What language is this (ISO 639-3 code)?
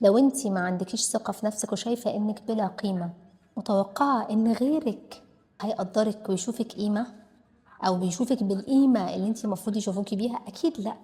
arz